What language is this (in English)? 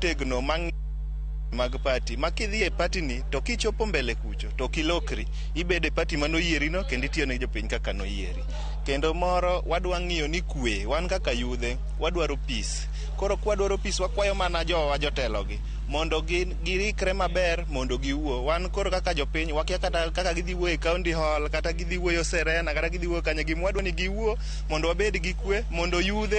Luo (Kenya and Tanzania)